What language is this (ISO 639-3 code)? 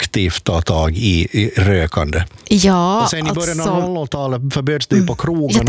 swe